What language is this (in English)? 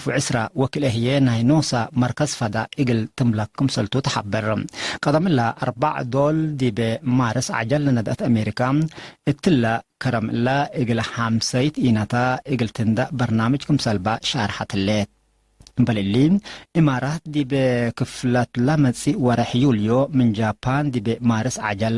Tigre